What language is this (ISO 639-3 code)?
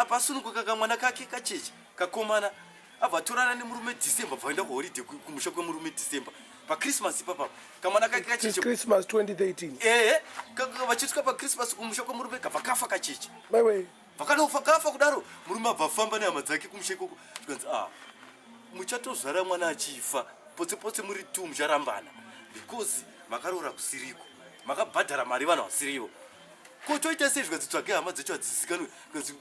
sna